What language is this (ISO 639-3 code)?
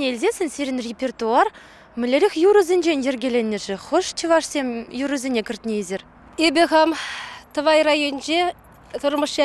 chv